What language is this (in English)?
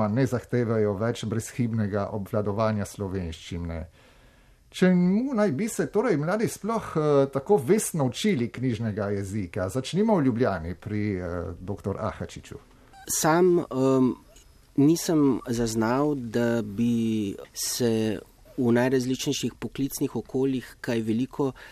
Slovenian